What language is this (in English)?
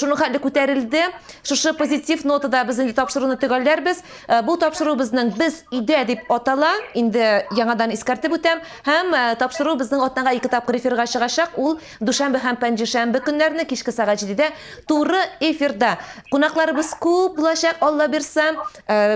Tatar